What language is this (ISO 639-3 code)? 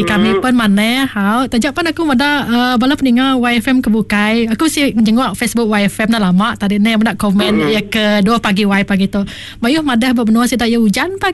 iba